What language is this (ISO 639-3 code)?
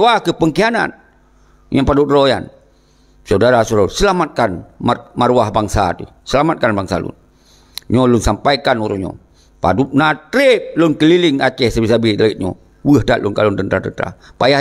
ace